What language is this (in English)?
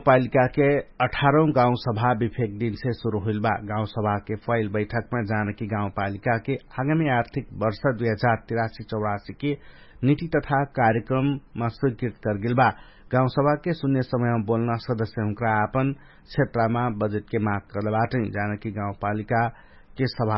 Dangaura Tharu